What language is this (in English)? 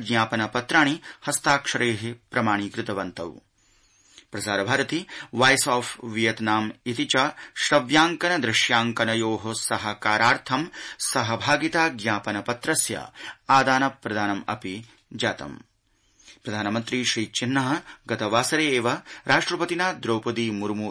Sanskrit